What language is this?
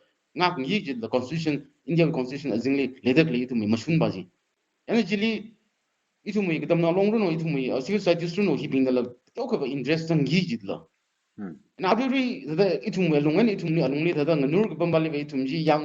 Tangkhul Naga (India)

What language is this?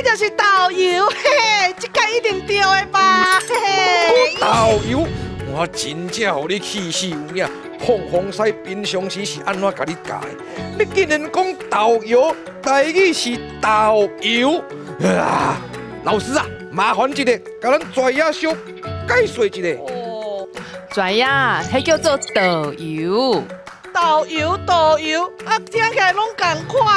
Min Nan Chinese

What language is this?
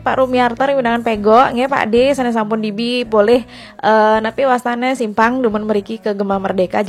Balinese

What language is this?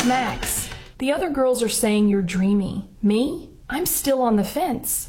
English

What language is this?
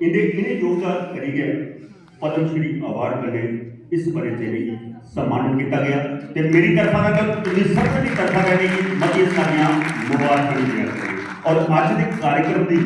Dogri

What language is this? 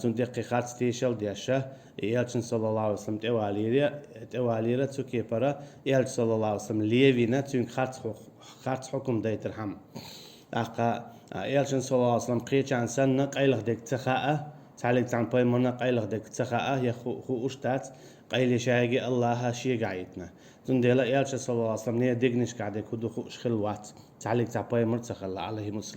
Chechen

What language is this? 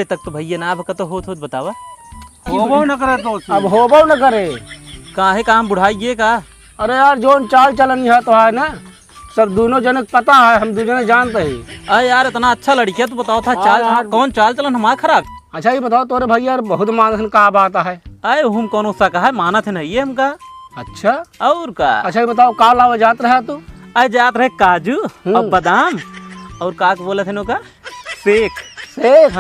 Awadhi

